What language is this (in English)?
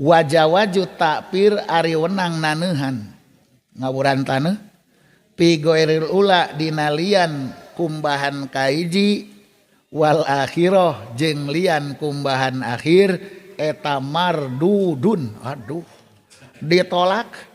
Sundanese